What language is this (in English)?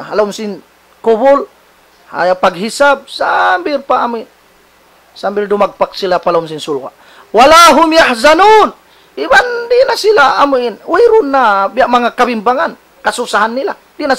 Tausug